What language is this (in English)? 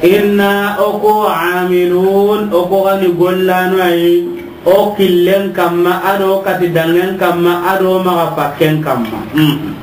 Soninke